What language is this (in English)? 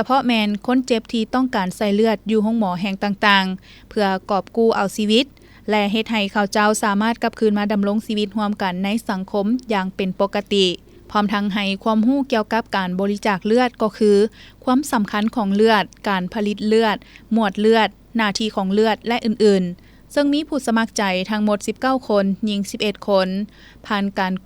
Lao